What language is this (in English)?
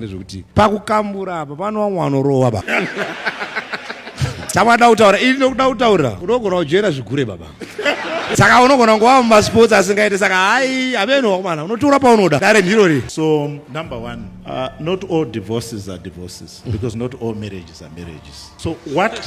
Shona